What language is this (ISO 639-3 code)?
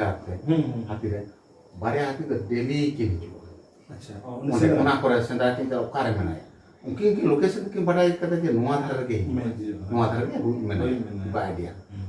sat